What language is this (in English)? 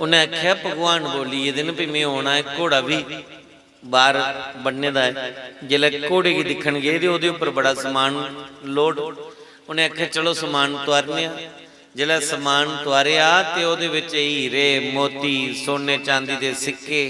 Dogri